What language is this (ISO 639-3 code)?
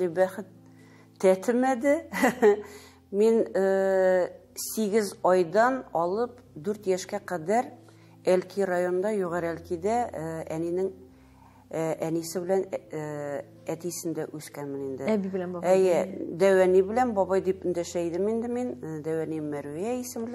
tat